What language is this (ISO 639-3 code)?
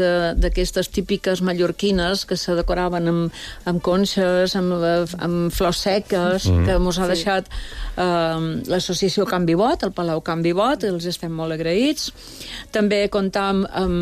cat